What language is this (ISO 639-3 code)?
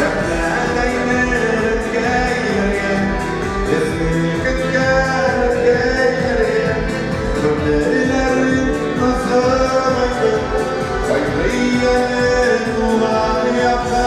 tat